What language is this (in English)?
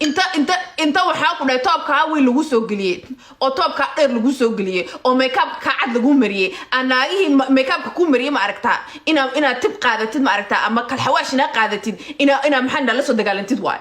Somali